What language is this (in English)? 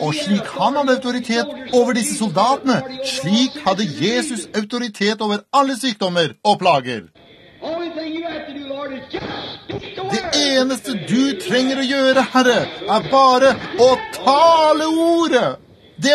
Norwegian